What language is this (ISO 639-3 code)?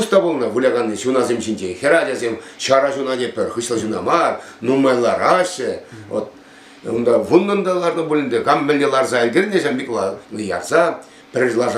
chv